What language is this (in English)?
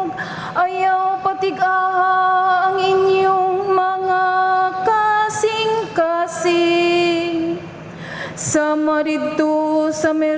Cebuano